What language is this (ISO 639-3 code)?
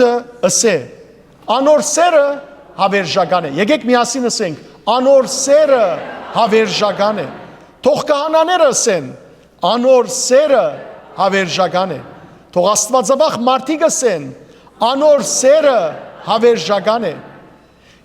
hyw